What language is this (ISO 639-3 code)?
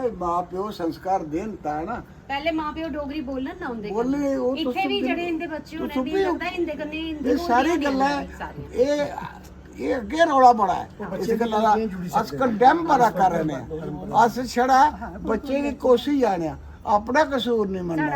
doi